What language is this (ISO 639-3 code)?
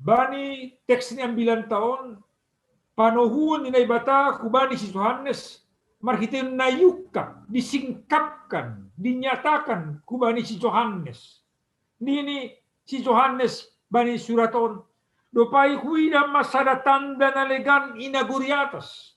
bts